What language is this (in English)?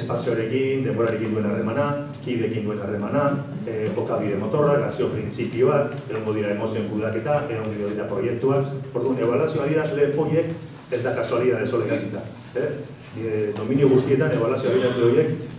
Basque